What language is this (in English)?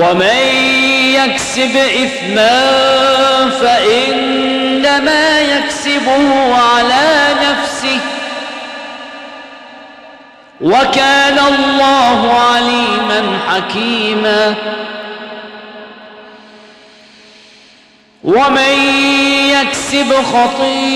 Arabic